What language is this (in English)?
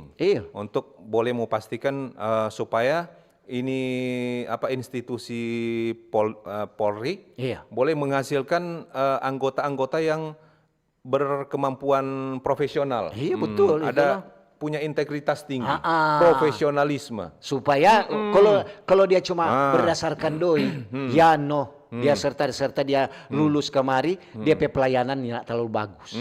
Manado Malay